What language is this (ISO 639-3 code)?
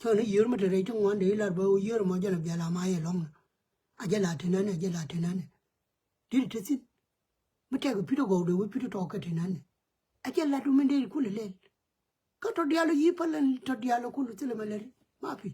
nus